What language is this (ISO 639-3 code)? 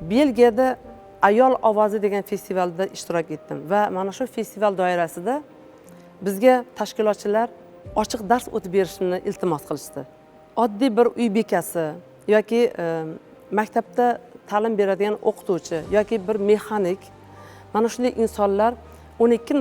uzb